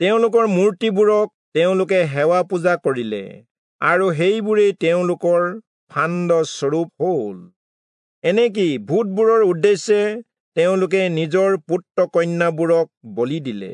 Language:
Assamese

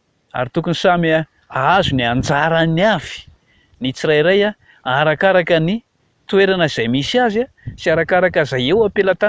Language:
Malagasy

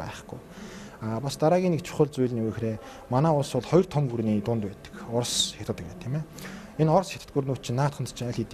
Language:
Mongolian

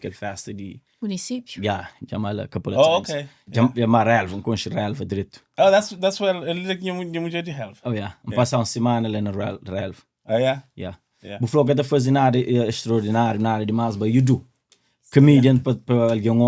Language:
Kabuverdianu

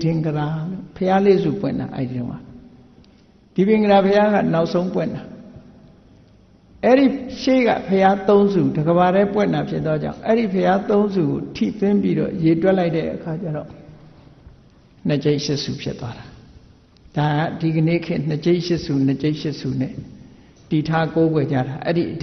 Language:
Burmese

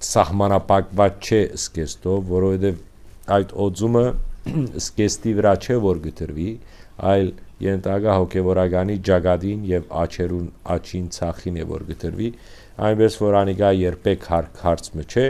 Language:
Western Armenian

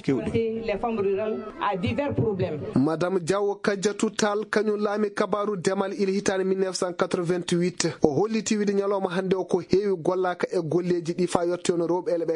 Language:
Fula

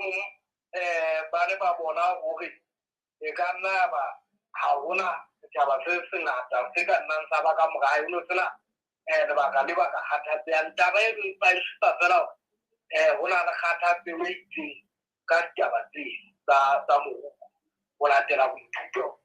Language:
Southern Sotho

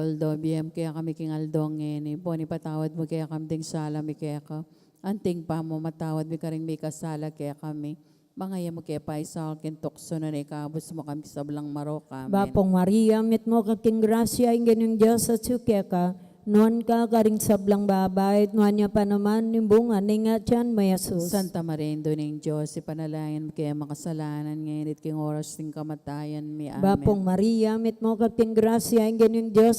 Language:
Pampanga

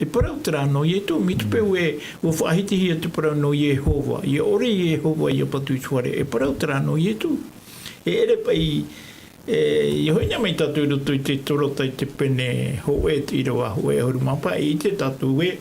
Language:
Tahitian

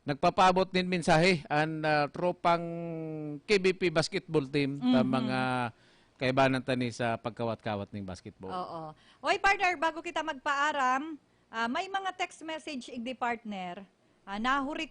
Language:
Bikol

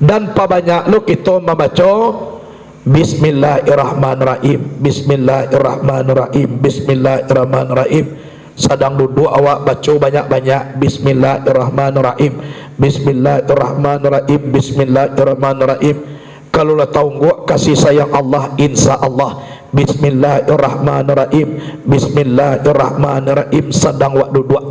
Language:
Minangkabau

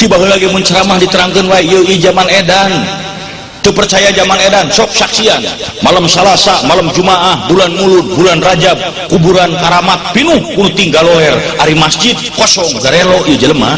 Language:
Sundanese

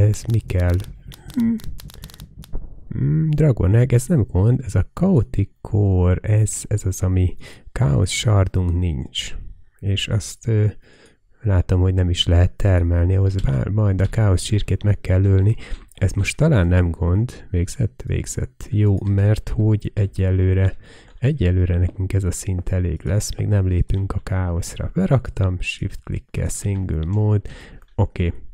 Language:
Hungarian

